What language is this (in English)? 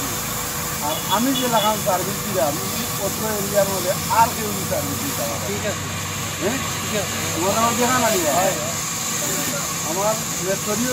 Sylheti